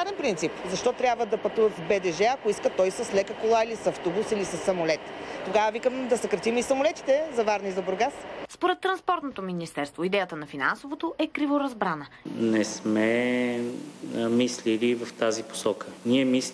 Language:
Bulgarian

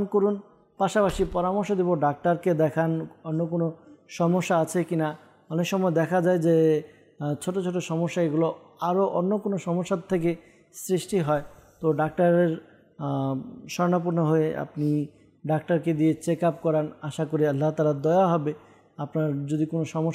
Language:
Bangla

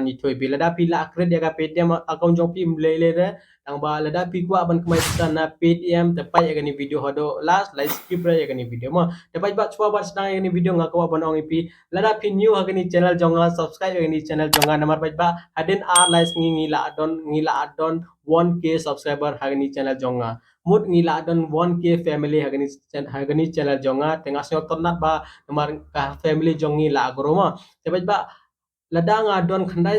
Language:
Khasi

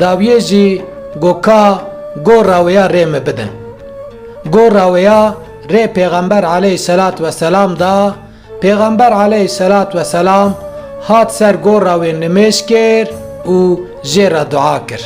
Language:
Kurdish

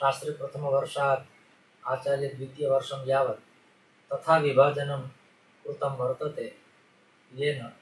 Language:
Sanskrit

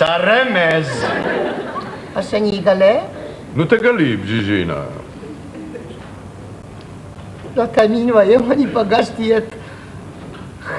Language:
Hebrew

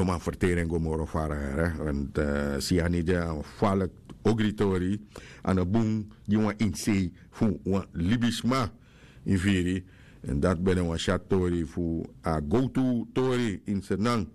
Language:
Sranan Tongo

